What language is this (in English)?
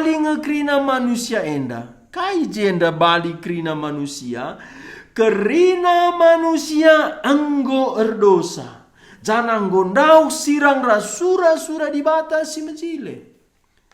Batak Karo